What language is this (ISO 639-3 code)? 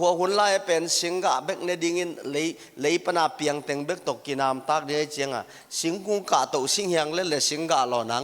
ctd